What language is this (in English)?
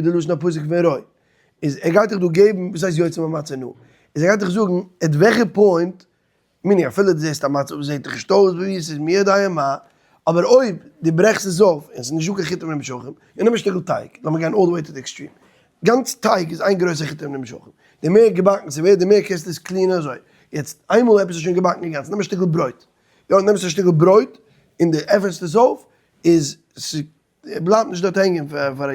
Yiddish